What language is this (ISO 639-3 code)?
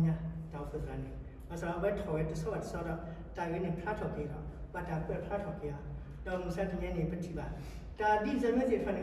ksw